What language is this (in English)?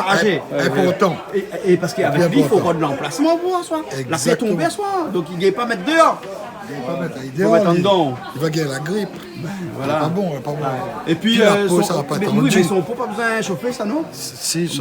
Réunion Creole French